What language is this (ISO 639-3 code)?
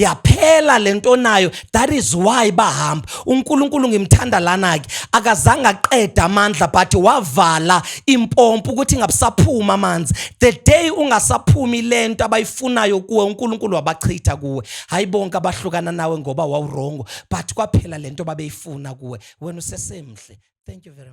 zul